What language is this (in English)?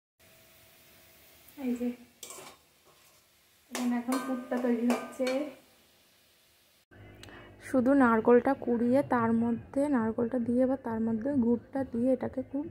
Bangla